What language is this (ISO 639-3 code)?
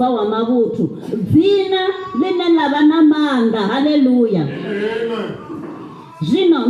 ven